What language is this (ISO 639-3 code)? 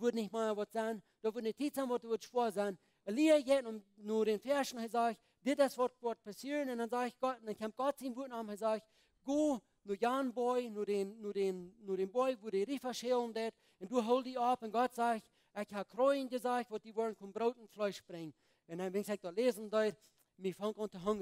pdt